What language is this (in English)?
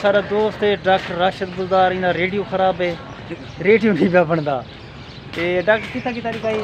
Saraiki